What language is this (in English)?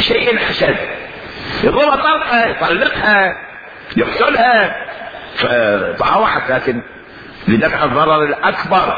Mesopotamian Arabic